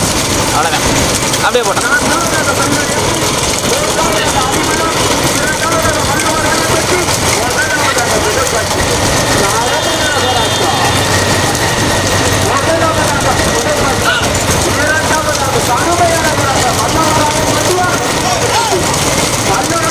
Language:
Tamil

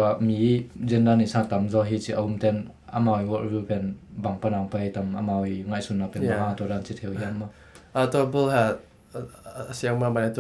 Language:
Tedim Chin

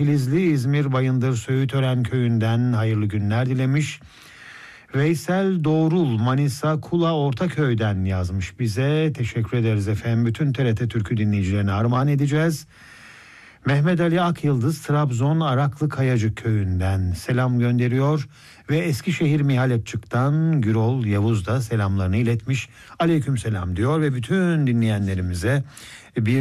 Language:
Turkish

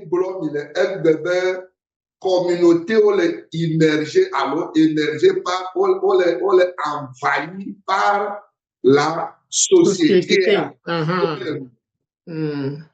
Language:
Ewe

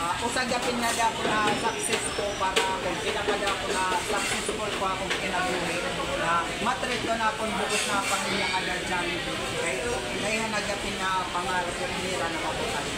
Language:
Waray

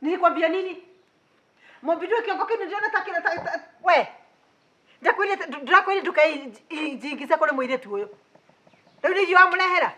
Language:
Kikuyu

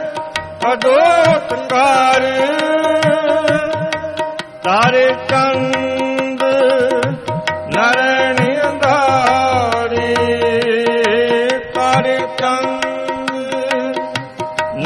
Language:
Punjabi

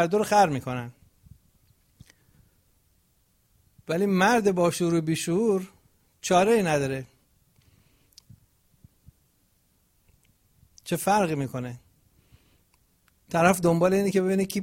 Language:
Persian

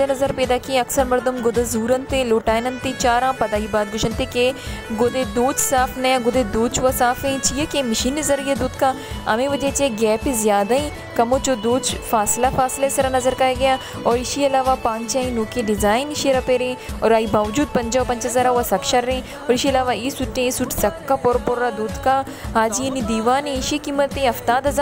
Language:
Baluchi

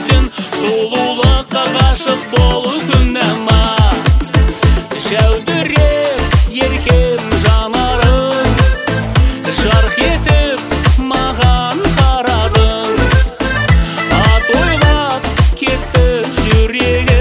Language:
Kazakh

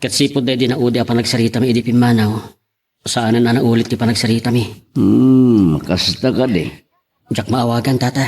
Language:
Iloko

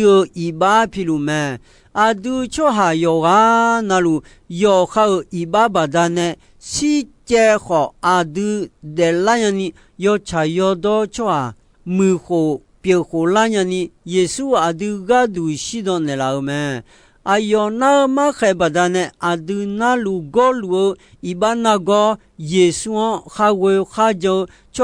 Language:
Akha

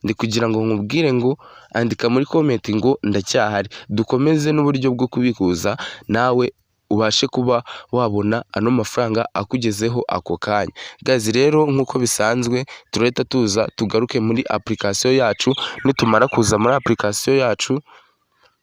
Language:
Kinyarwanda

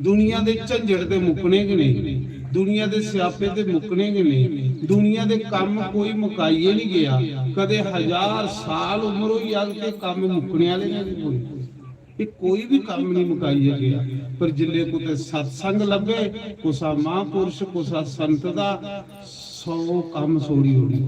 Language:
Dogri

